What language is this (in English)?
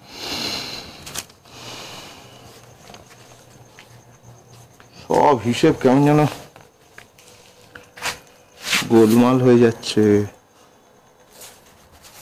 Bangla